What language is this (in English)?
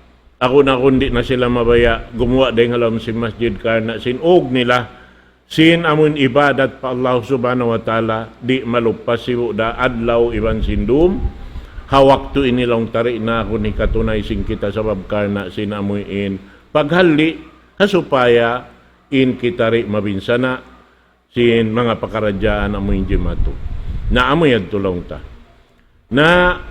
Tausug